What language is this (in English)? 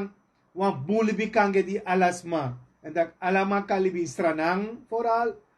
Sranan Tongo